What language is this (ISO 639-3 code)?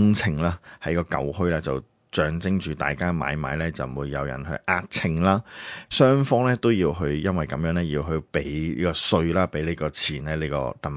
yue